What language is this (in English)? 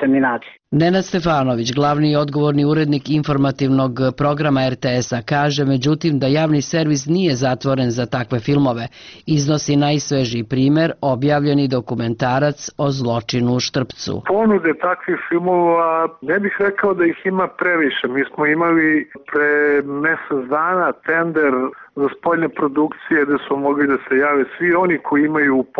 Serbian